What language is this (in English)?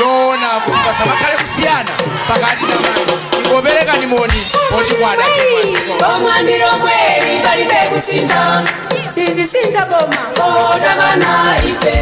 Nyanja